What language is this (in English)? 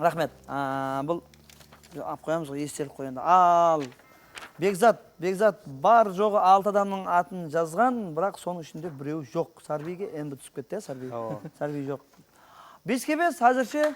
Kara-Kalpak